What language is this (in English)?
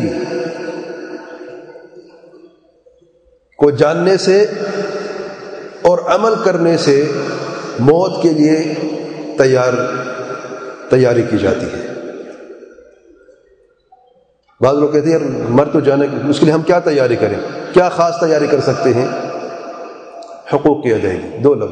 Urdu